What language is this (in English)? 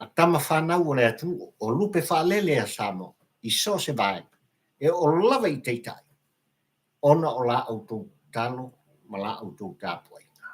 Samoan